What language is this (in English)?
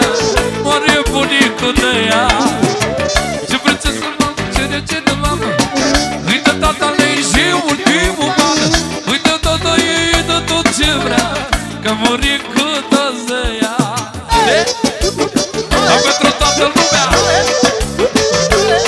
Romanian